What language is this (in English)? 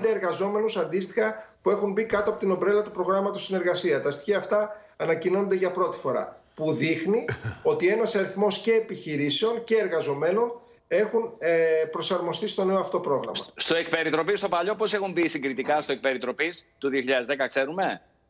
Greek